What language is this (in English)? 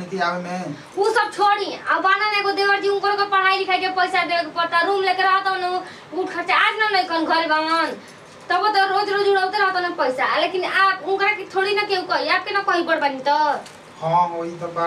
Bhojpuri